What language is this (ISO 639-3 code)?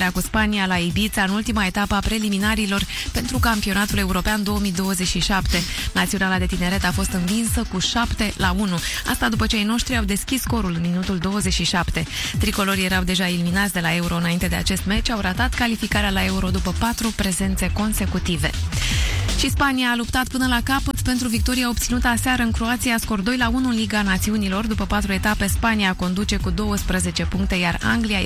ron